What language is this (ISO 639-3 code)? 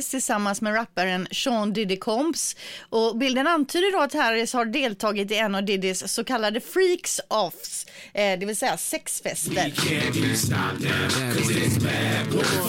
swe